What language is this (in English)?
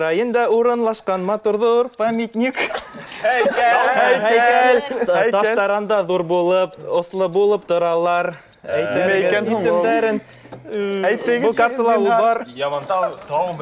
Bashkir